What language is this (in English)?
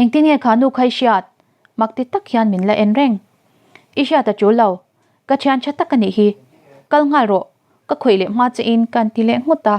Mizo